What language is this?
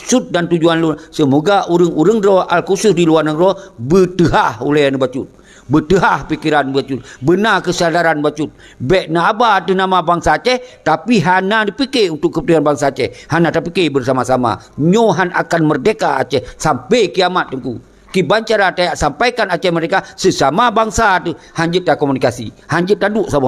Achinese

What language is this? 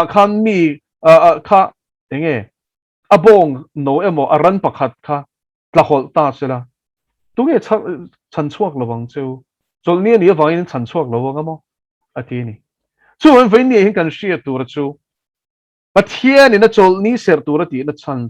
Mizo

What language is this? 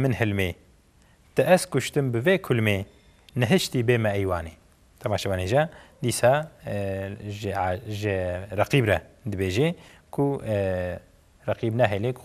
Kurdish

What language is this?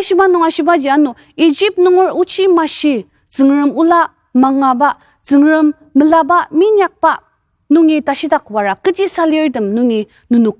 Ao Naga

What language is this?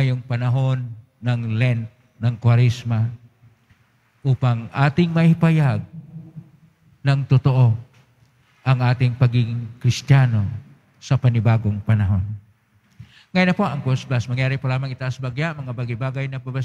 Filipino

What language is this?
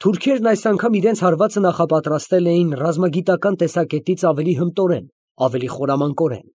Armenian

